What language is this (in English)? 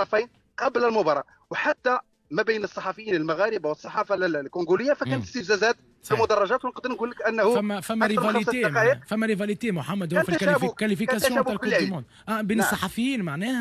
Tunisian Arabic